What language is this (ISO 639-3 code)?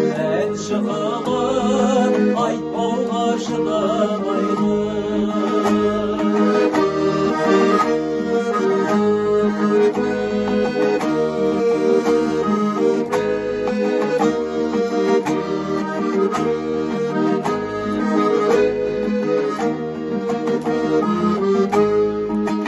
kaz